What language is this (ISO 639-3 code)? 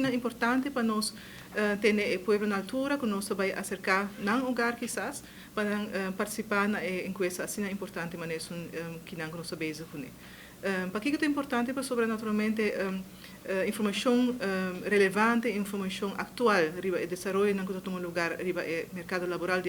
pap